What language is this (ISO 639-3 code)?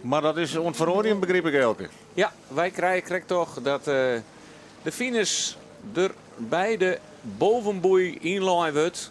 fry